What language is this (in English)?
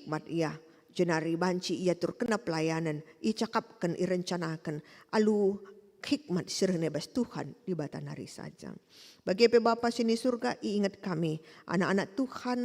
Batak Karo